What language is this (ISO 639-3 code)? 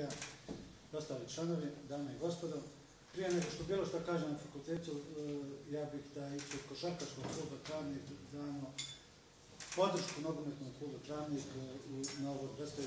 bos